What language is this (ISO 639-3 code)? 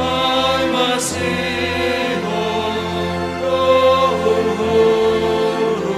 bts